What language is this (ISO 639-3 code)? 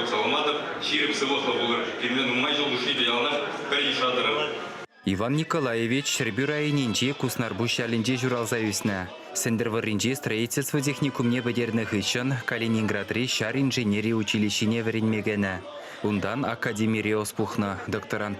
chv